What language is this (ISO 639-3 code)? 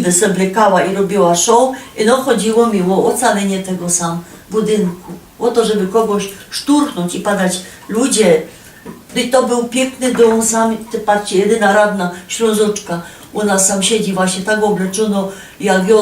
szl